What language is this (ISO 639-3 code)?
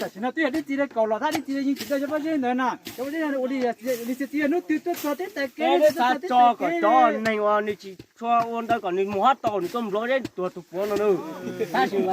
hmn